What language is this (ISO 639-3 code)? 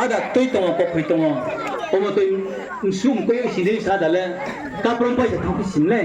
ria